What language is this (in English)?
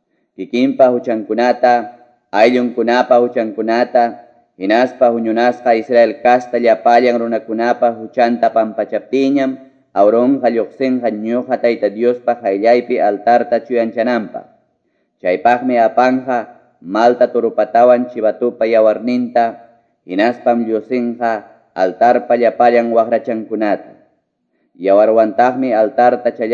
Quechua